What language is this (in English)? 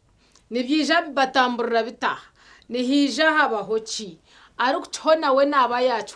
Nyankole